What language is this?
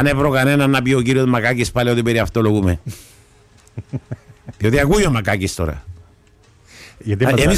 Greek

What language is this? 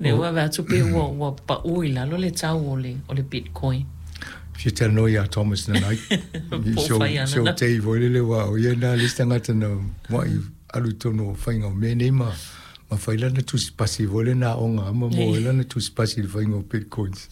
Samoan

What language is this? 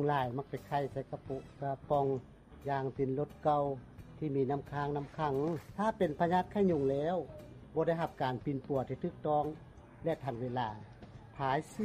Lao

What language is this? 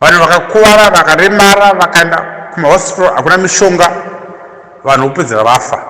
Shona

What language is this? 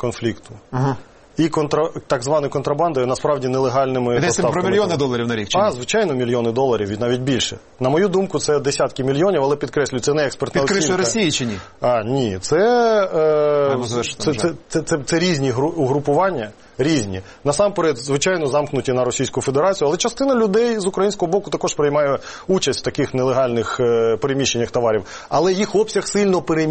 Ukrainian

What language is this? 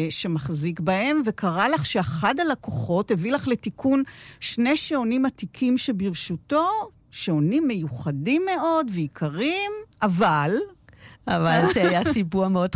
Hebrew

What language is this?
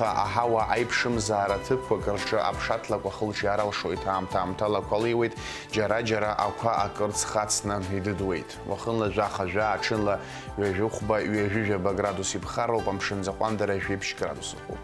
Abkhazian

